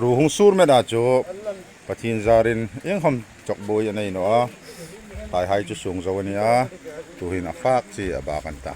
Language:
Hmar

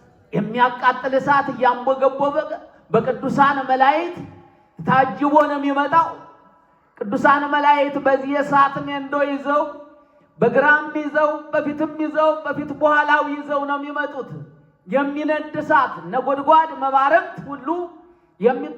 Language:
Amharic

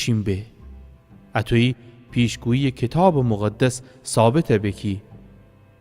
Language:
Gilaki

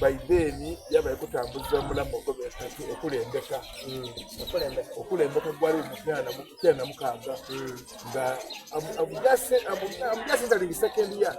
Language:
Soga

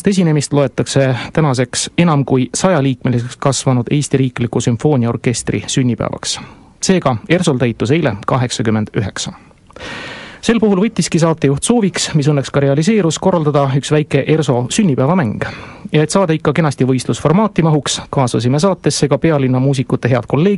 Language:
Estonian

